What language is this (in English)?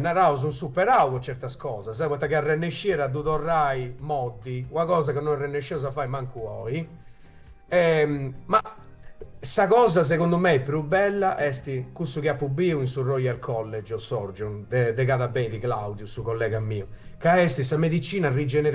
Sardinian